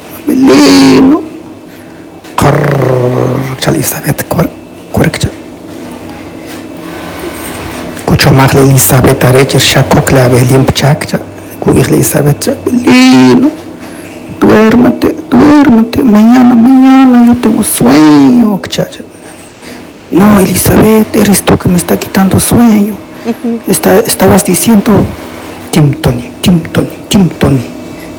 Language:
Spanish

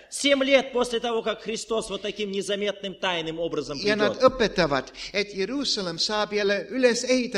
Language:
Estonian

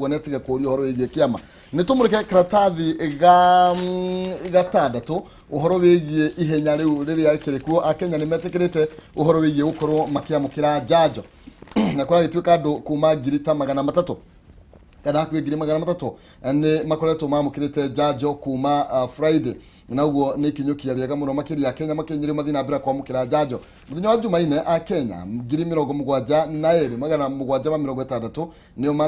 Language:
Kikuyu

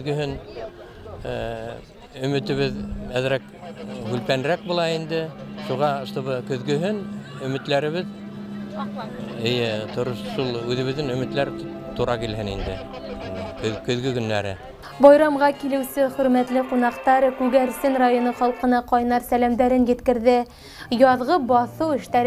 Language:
Bashkir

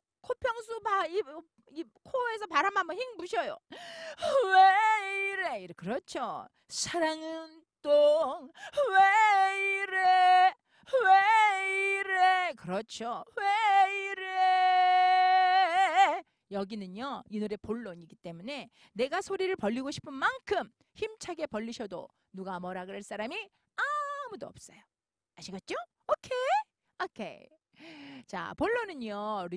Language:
Korean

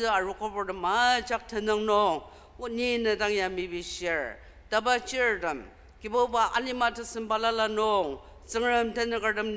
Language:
Ao Naga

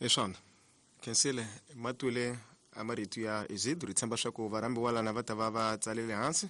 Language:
Tsonga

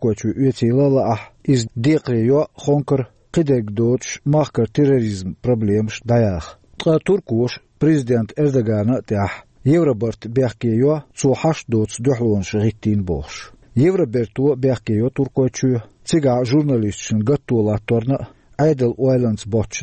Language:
Chechen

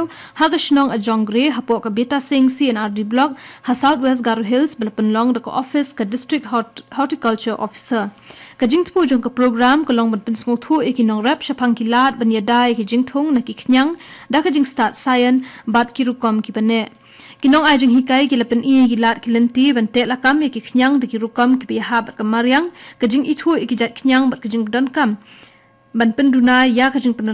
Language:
Khasi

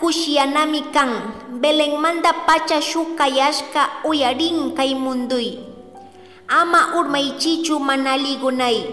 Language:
Chimborazo Highland Quichua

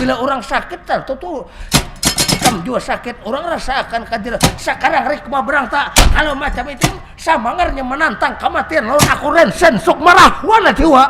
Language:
Banjar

